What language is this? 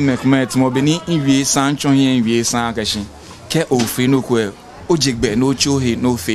Ga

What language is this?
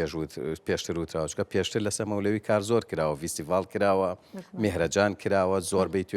Central Kurdish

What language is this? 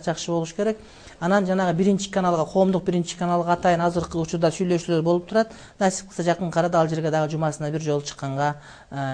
Kyrgyz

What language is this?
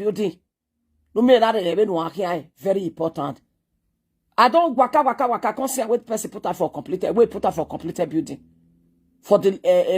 Nigerian Pidgin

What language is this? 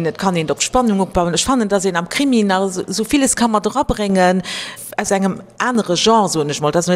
Luxembourgish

